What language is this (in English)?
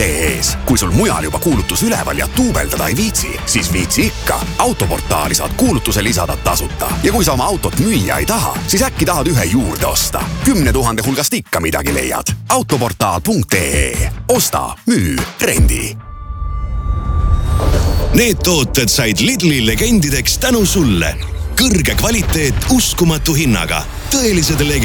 Estonian